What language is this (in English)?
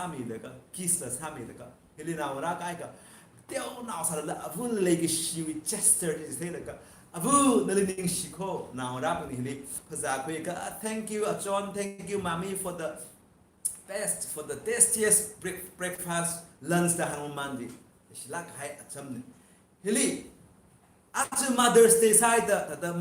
Tangkhul Naga (India)